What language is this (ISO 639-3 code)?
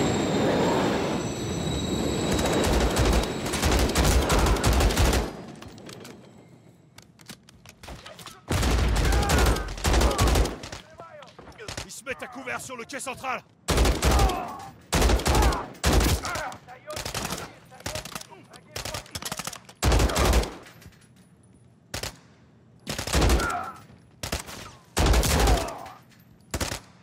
fra